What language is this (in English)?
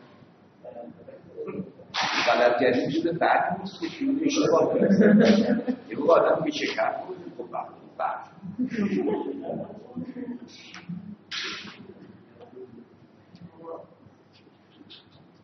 Persian